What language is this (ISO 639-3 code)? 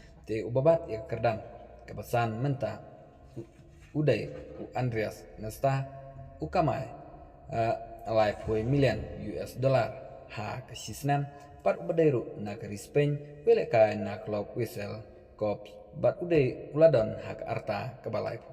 kha